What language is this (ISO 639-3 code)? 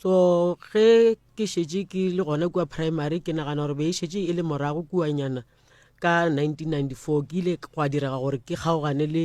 nso